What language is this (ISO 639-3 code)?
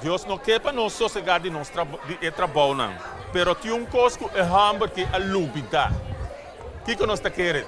pap